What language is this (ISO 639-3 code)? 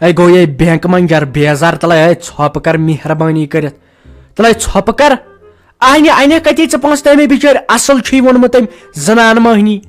kas